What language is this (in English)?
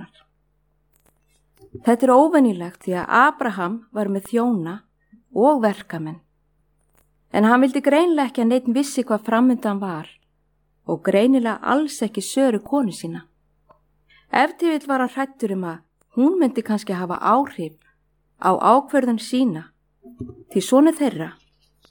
Icelandic